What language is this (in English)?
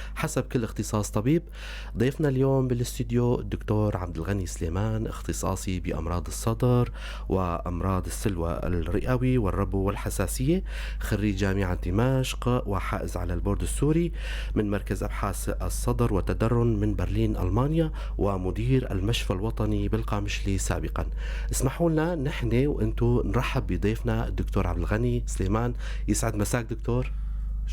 North Levantine Arabic